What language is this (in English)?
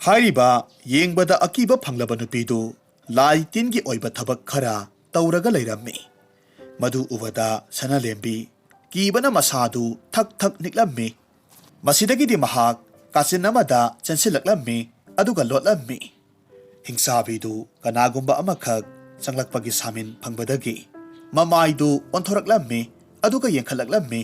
Manipuri